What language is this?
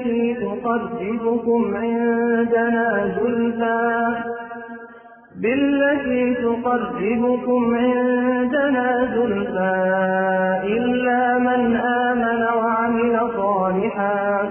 Urdu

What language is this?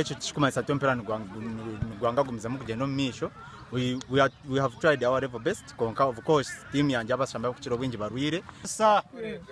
Nyankole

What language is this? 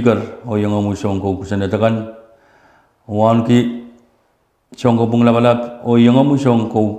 Pohnpeian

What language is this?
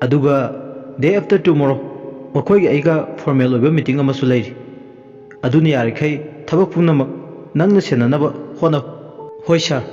Manipuri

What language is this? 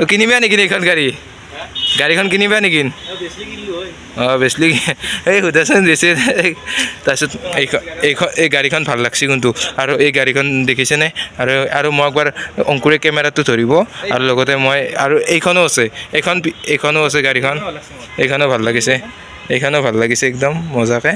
Assamese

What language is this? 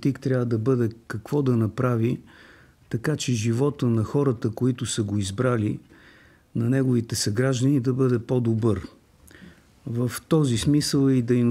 Bulgarian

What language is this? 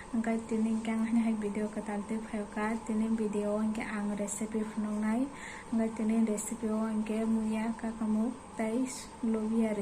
Kok Borok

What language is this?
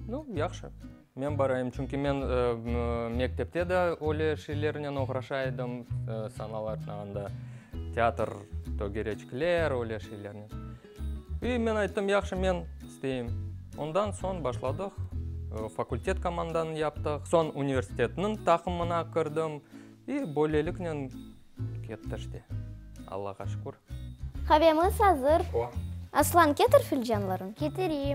Crimean Tatar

